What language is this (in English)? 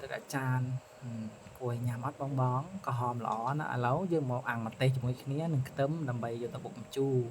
Khmer